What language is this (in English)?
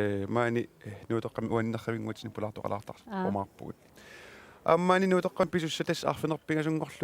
Kalaallisut